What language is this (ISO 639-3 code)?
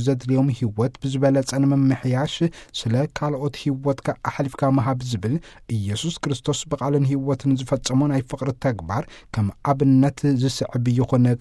tir